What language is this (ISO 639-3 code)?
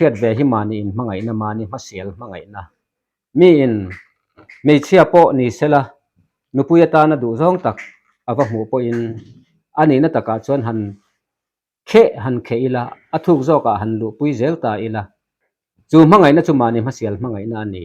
lus